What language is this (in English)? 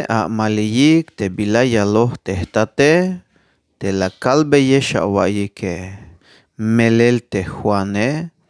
Tzeltal